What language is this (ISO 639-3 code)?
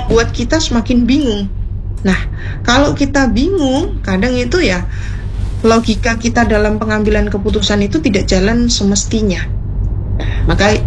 ind